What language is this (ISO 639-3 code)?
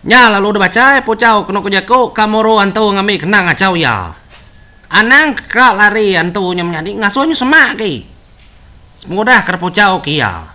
iba